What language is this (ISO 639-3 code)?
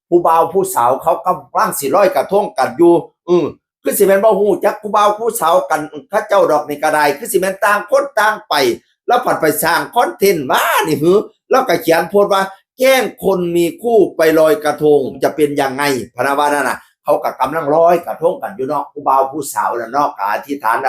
tts